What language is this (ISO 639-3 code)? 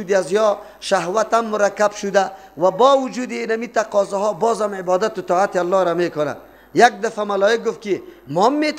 fas